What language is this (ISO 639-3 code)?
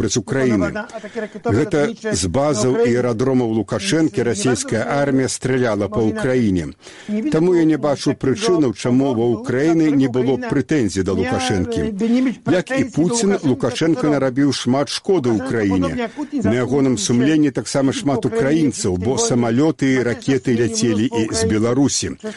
bel